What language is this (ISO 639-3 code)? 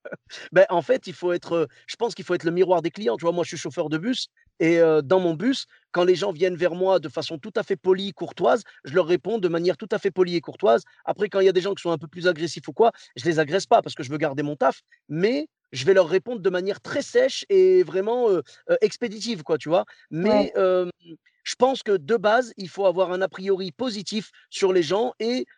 fra